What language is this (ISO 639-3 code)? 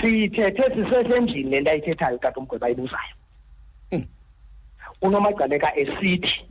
xho